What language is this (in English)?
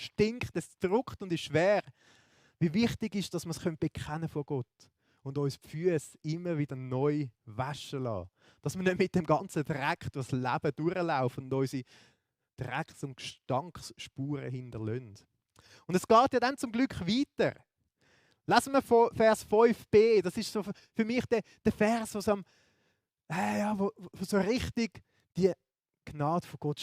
Swiss German